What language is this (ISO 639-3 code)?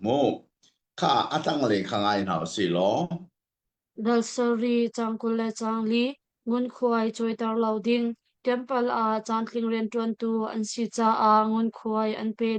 cnh